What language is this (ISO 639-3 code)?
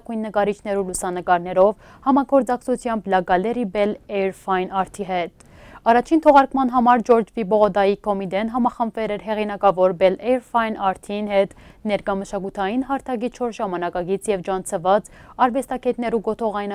hyw